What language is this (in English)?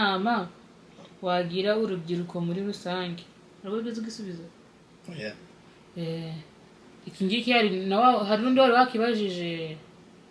Kinyarwanda